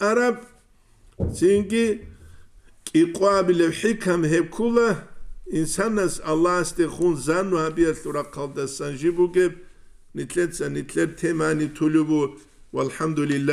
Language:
Avaric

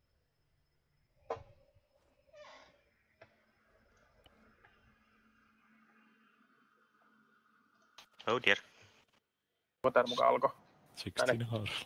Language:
Finnish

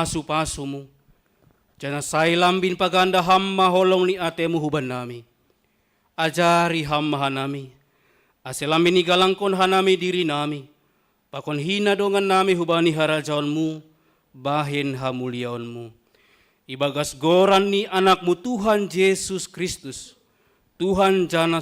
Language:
Batak Simalungun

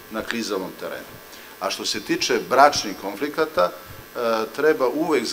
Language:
Serbian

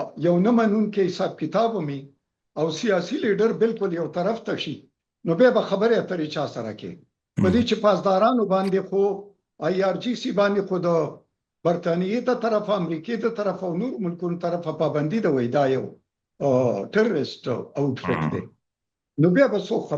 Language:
Pashto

